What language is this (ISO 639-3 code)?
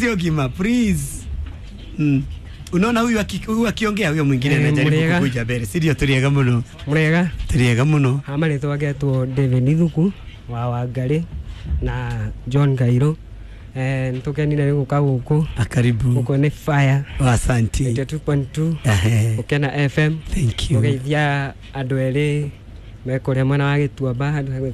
kik